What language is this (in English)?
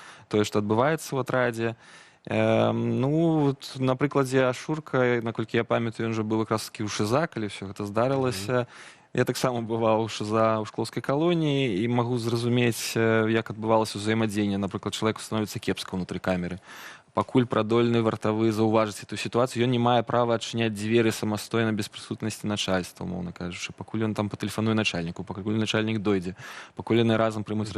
Belarusian